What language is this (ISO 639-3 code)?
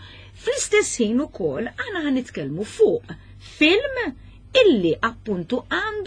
mlt